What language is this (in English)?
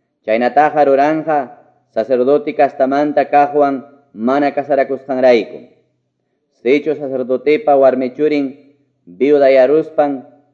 Quechua